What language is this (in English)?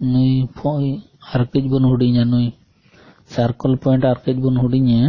Santali